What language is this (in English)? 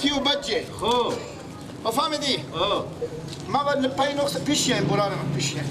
Persian